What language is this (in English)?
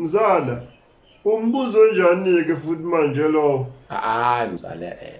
Zulu